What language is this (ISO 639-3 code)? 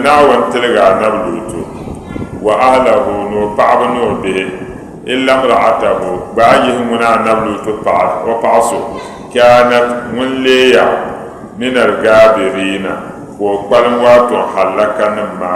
dag